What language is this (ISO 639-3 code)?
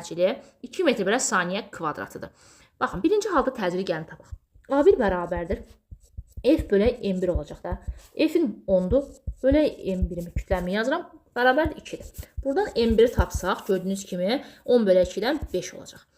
aze